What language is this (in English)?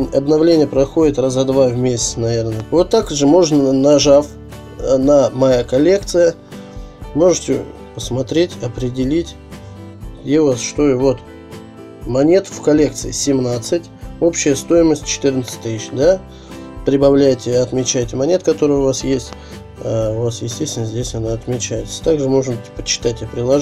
Russian